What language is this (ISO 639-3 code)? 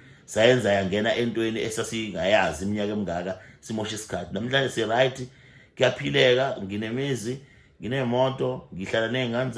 zul